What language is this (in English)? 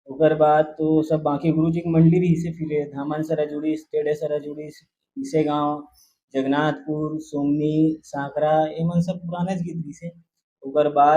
Chhattisgarhi